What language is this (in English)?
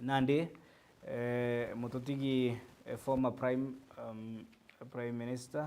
Meru